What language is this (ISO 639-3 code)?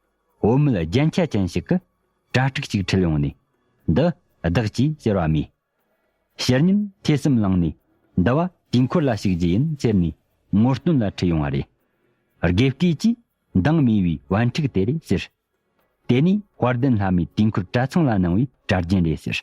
bod